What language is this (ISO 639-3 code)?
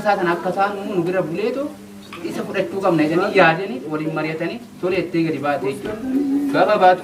orm